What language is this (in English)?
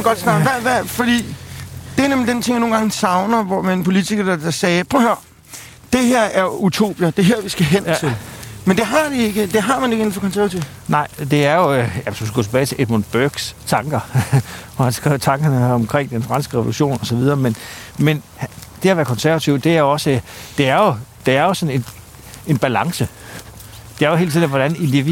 Danish